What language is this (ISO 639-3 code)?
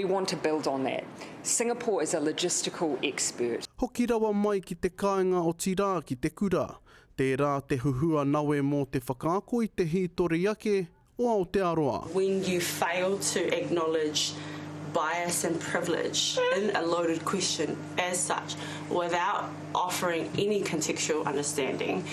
mri